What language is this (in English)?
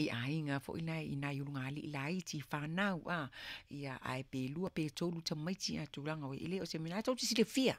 Samoan